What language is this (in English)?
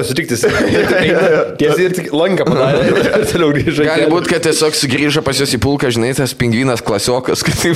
Lithuanian